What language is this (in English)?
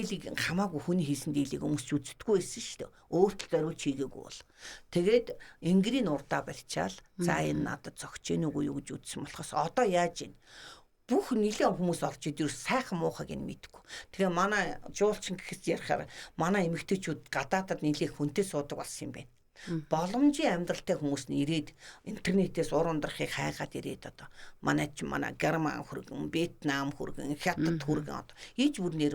Mongolian